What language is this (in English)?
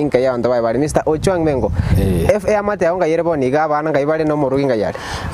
Gusii